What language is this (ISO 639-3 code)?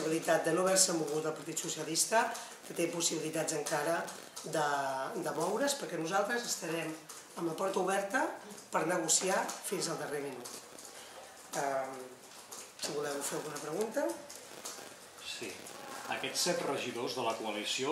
cat